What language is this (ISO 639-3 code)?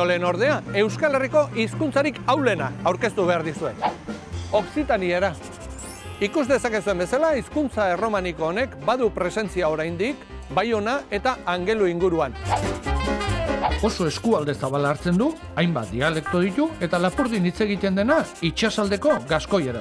eus